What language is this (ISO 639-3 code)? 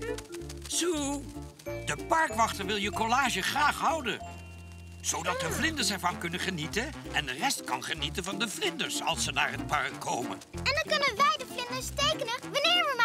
nld